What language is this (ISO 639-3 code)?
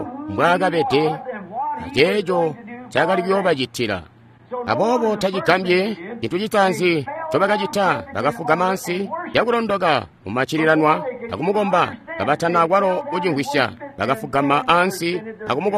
toi